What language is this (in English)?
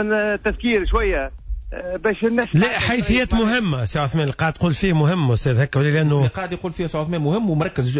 Tunisian Arabic